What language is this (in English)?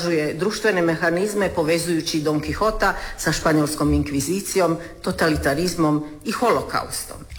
Croatian